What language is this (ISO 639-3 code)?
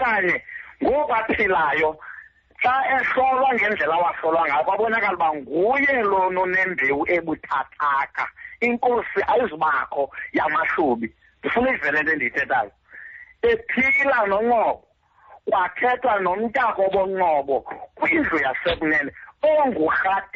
xho